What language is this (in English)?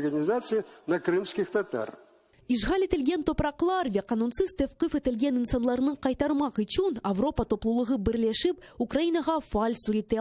Crimean Tatar